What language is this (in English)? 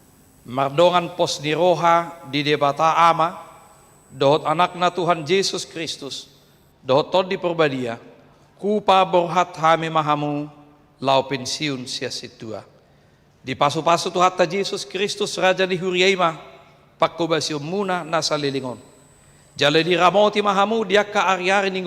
Batak Toba